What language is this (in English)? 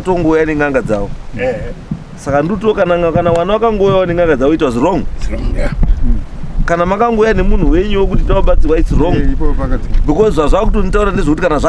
Shona